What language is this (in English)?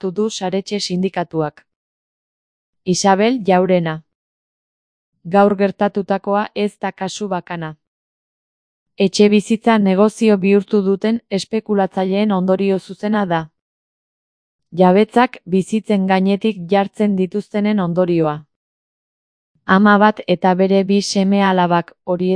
Basque